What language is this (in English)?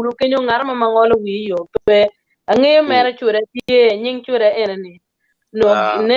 Acoli